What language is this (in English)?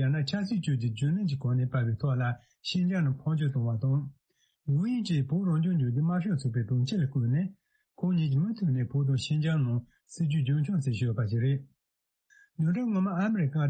Tibetan